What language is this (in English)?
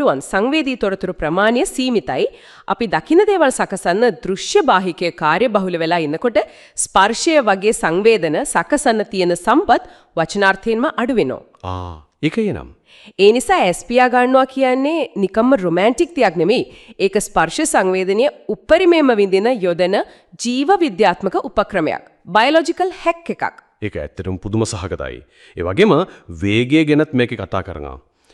Sinhala